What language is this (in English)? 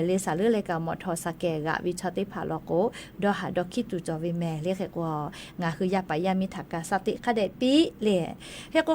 Lahu